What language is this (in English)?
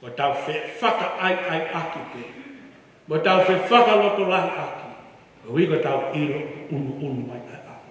Tongan